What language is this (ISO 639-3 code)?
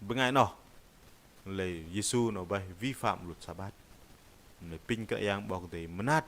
bdq